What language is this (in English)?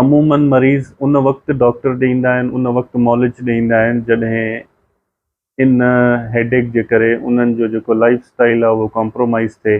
Sindhi